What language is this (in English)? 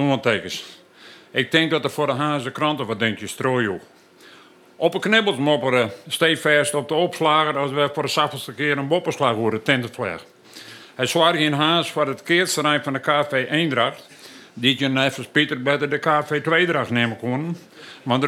Western Frisian